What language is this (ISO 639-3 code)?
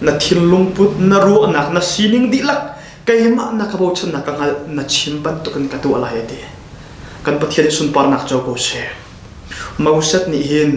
cnh